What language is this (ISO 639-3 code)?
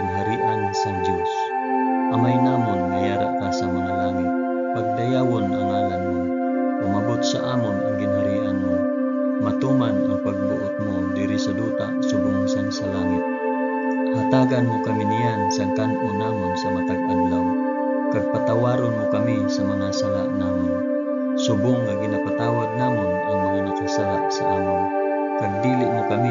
hil